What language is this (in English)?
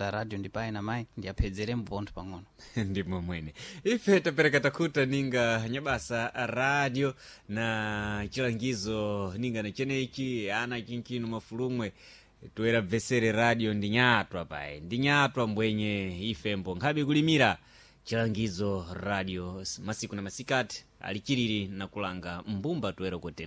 Sena